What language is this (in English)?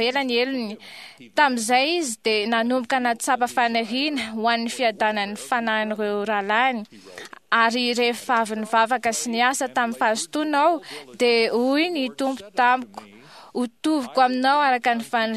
Malagasy